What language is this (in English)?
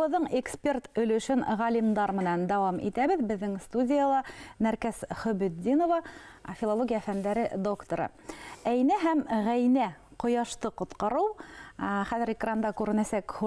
Bashkir